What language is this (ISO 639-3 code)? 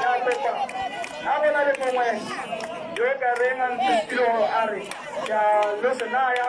tsn